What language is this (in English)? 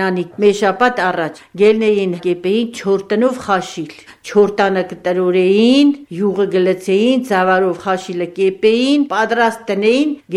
Armenian